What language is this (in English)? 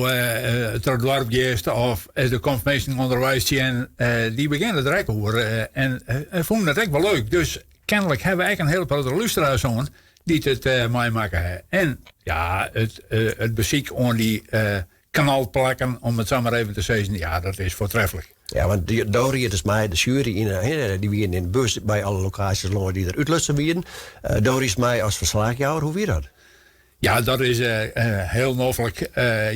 Western Frisian